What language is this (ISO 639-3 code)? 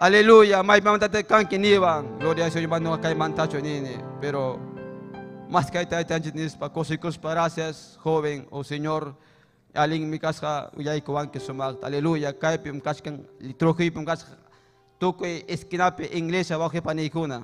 quy